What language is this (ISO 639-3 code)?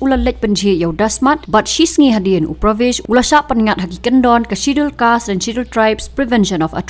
kha